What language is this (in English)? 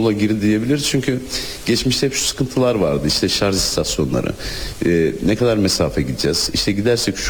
Turkish